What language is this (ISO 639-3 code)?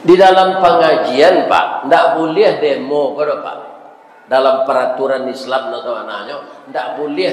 min